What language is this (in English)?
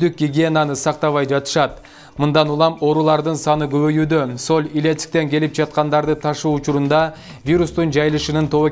Kyrgyz